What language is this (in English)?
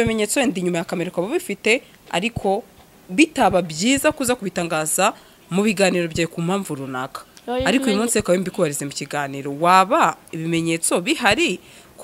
Kinyarwanda